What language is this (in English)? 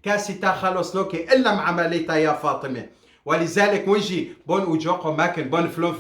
Kurdish